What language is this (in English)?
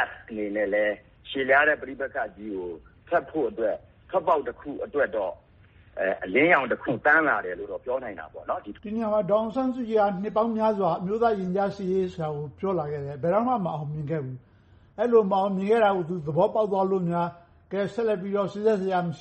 Burmese